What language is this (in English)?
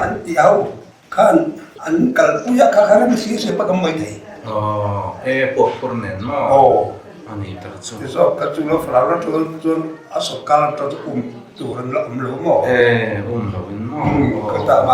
Mizo